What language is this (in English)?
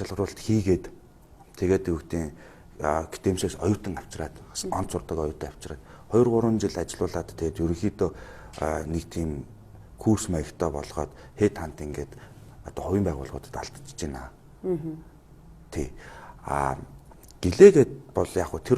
Mongolian